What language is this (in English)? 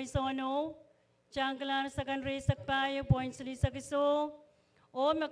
Pohnpeian